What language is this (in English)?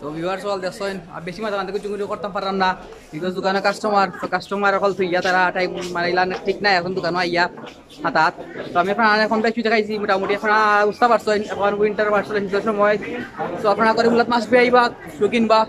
Sylheti